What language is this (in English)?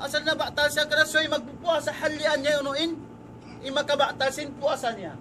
Tausug